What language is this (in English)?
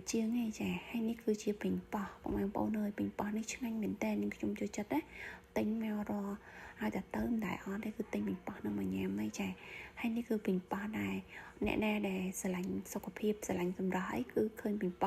Khmer